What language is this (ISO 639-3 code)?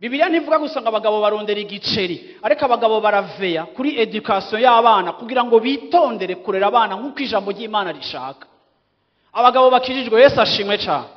run